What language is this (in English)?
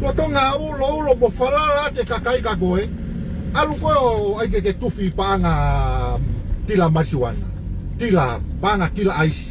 Tongan